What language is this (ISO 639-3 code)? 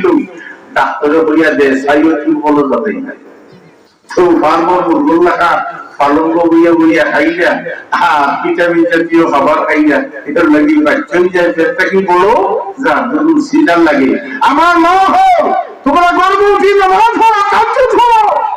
syl